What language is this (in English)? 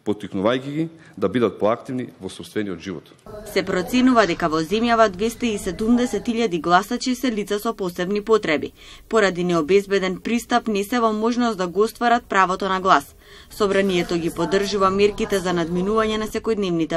Macedonian